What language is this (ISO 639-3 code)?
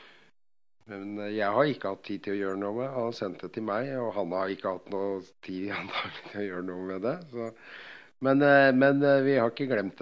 nor